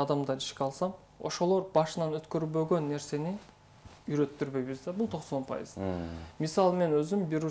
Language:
Kyrgyz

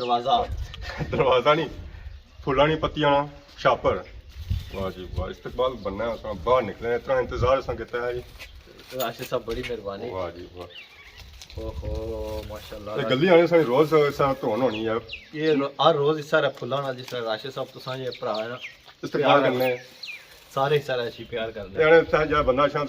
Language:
Pahari-Potwari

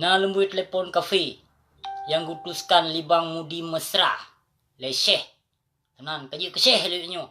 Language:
Achinese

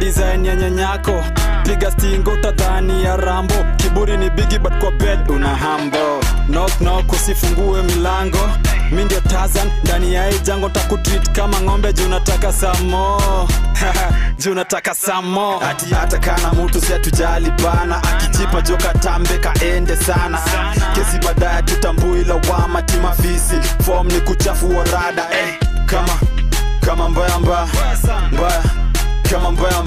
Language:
Swahili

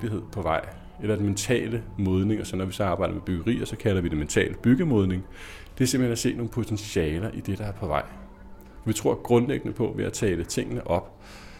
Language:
Danish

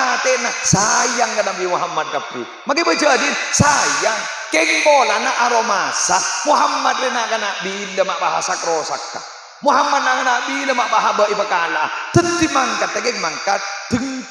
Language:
Madurese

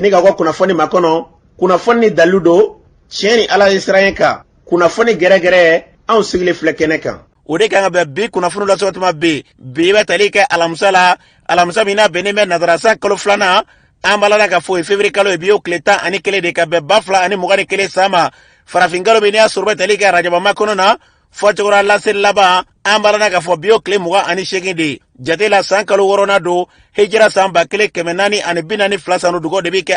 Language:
Bambara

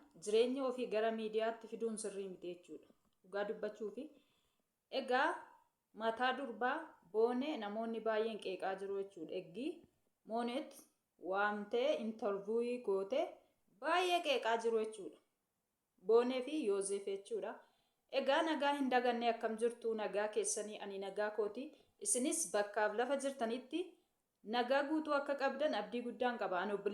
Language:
Oromo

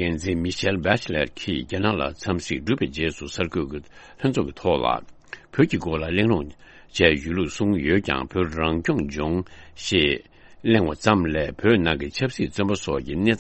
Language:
Tibetan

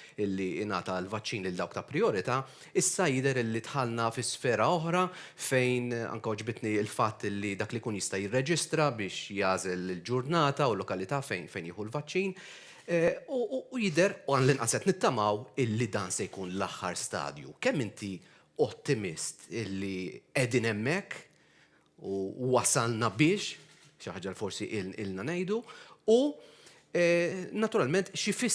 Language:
Maltese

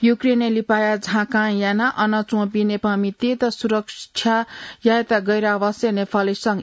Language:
Newari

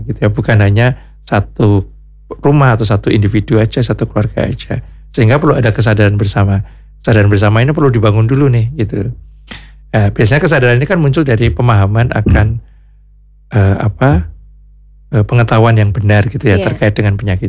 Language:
Indonesian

